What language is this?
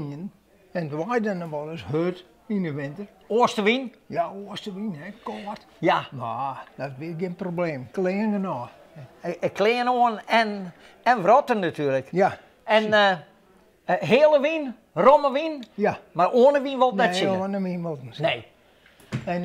Western Frisian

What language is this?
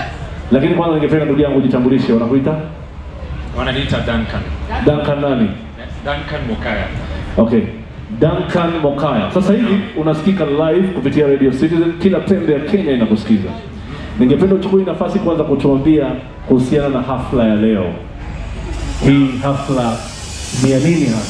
Swahili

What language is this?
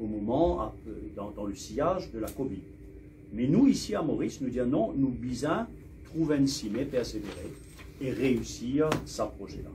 Morisyen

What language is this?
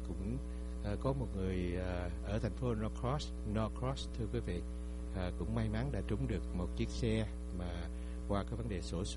Vietnamese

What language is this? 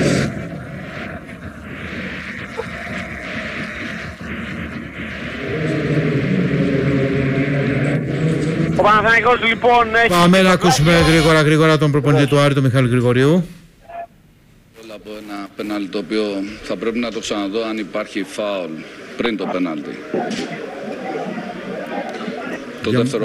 Greek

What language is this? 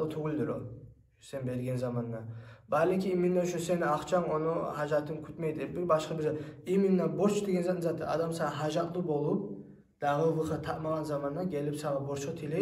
Kumyk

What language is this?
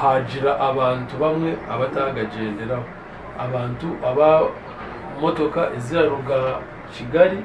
Nyankole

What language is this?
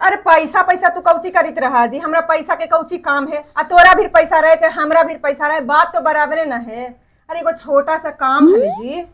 Magahi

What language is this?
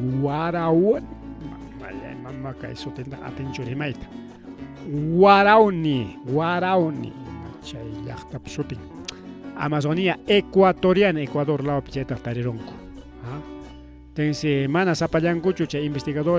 Ayacucho Quechua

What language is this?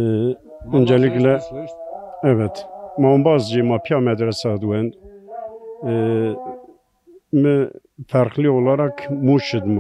Zaza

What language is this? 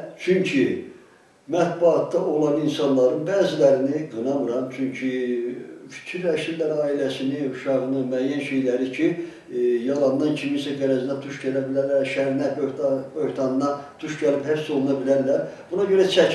Azerbaijani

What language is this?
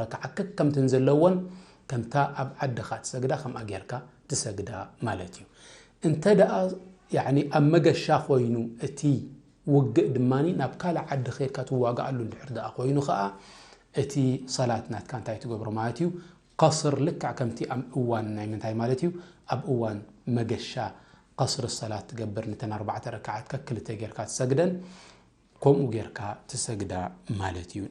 Tigrinya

